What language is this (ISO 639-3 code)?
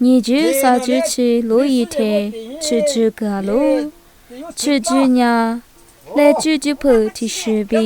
lis